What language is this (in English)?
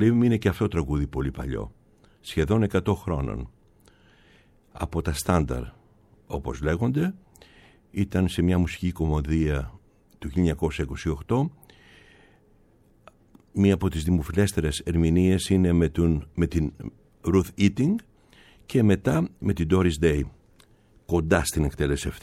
Greek